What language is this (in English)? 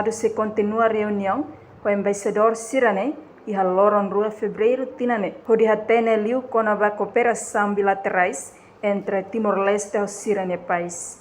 Tetum